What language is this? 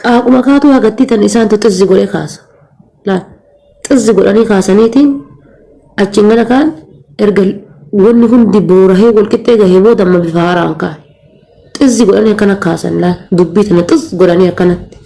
Oromo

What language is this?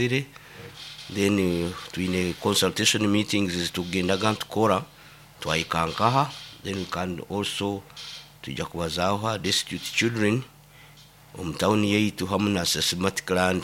Nyoro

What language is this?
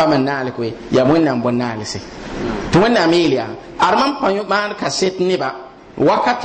Mossi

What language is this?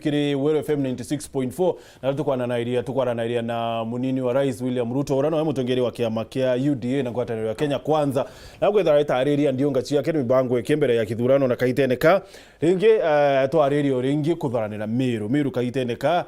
Meru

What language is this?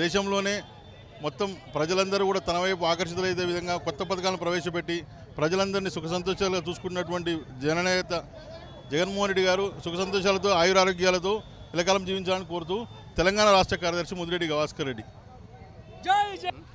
Telugu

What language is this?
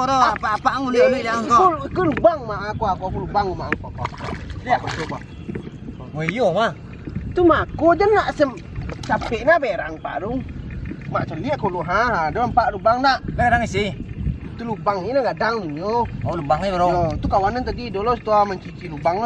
Minangkabau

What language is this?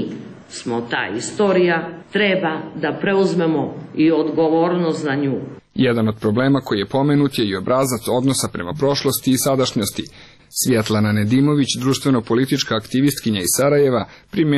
Serbian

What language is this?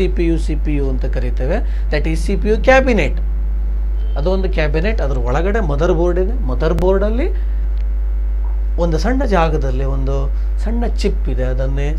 Kannada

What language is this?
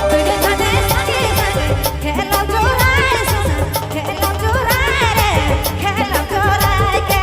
Sadri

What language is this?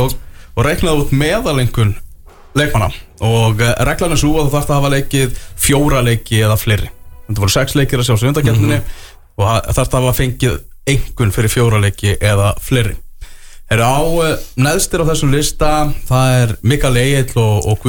Icelandic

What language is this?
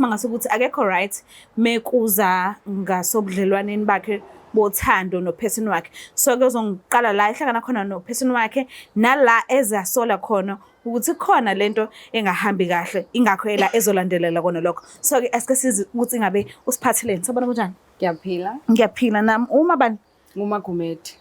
Zulu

